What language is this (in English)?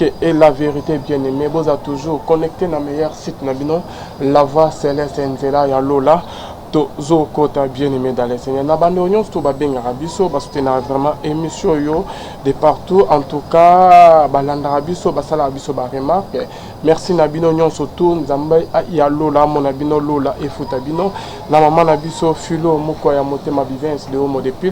Lingala